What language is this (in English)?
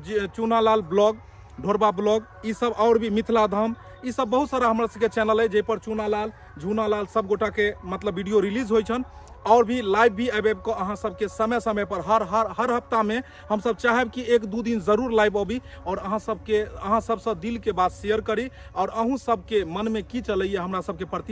Maithili